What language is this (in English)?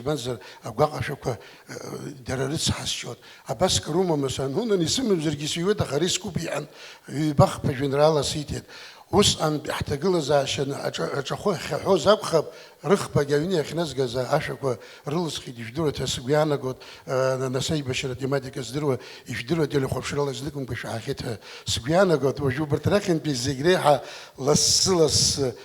Abkhazian